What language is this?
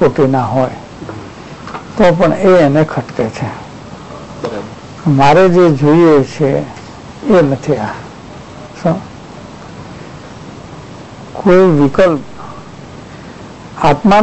Gujarati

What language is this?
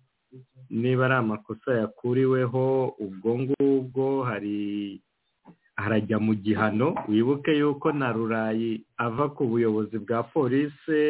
Kinyarwanda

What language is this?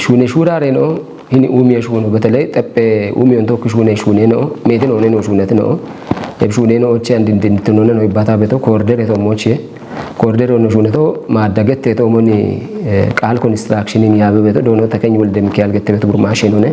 Kafa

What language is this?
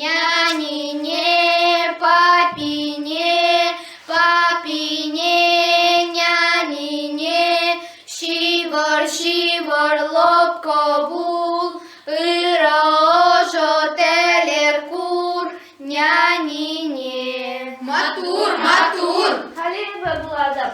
Chuvash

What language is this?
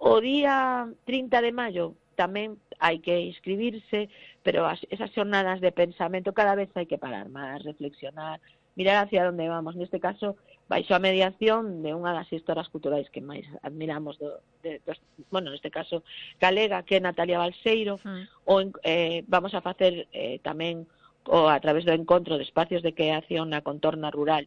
Galician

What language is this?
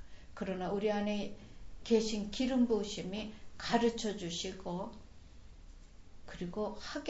Korean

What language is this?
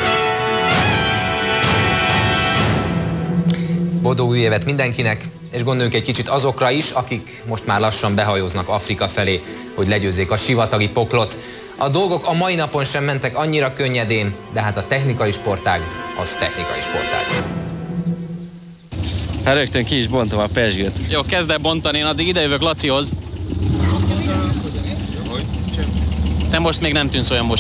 Hungarian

